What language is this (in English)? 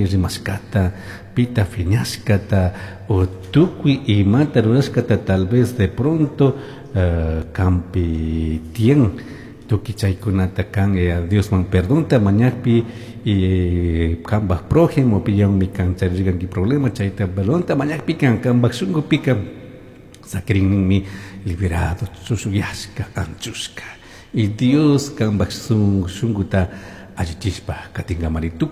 Chimborazo Highland Quichua